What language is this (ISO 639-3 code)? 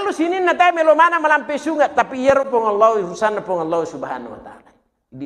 bug